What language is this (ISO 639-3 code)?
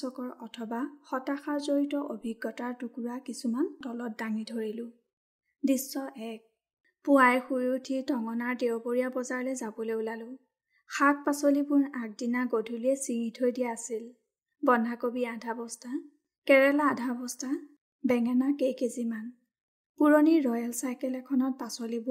asm